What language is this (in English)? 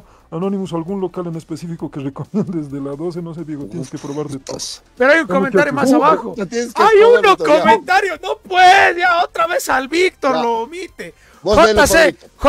Spanish